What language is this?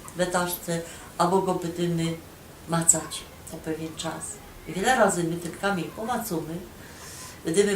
Silesian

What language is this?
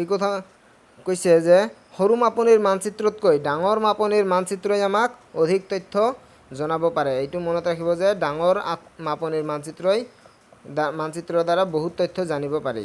Assamese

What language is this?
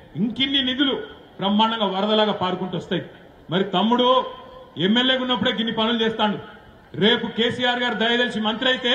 Telugu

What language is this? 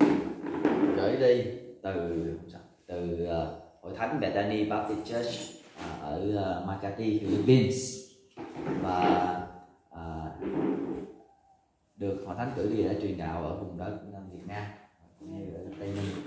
Vietnamese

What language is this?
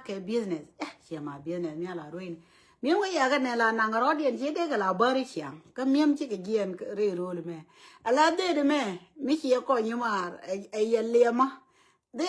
Nuer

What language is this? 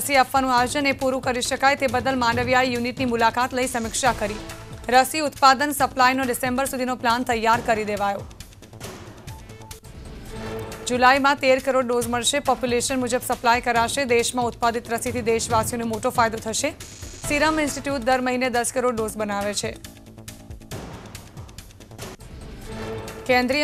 Gujarati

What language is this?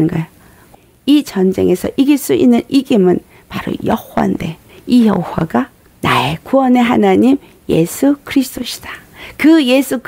Korean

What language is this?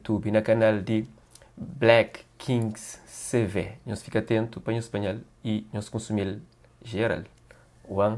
Kabuverdianu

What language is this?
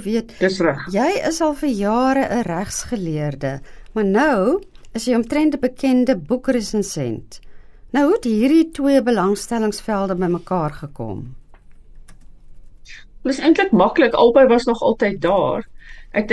Afrikaans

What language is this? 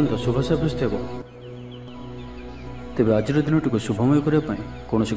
Odia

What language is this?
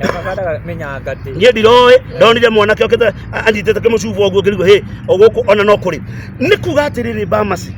Kikuyu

